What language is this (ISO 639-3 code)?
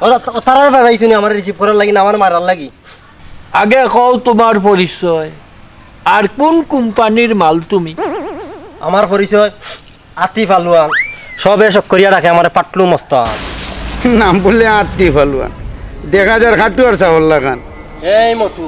syl